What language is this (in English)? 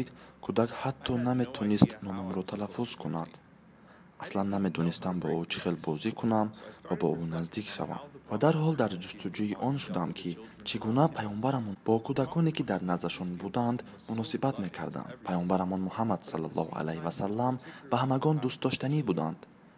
Tajik